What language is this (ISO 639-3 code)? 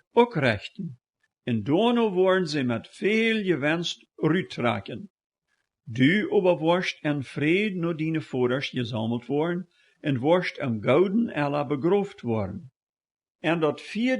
pdt